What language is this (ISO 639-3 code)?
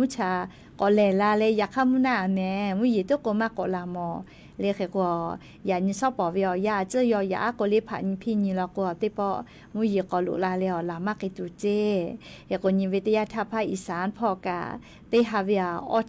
lhu